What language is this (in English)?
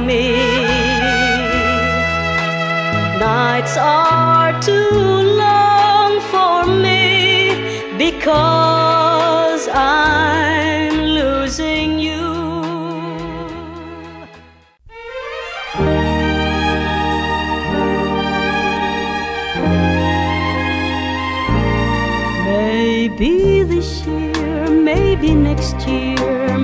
English